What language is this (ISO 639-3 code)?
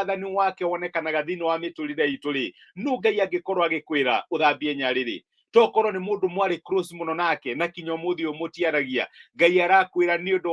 kik